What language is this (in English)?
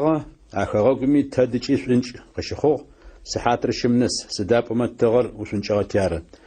Adyghe